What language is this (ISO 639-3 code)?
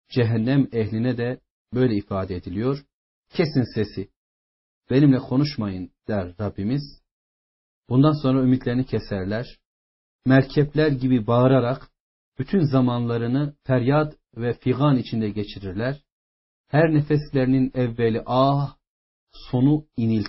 tur